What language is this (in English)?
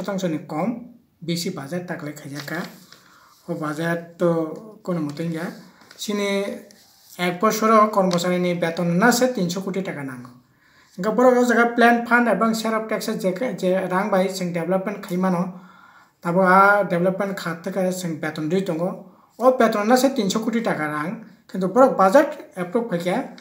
Kok Borok